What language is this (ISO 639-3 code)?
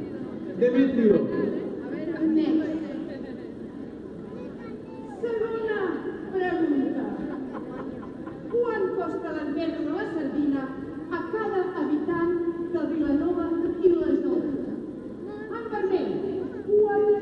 cat